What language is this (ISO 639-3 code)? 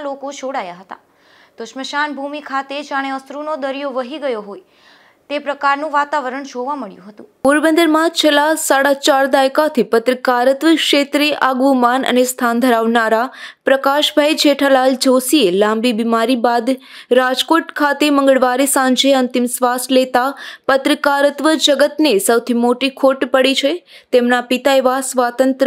guj